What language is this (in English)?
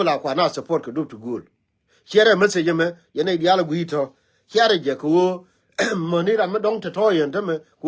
Nuer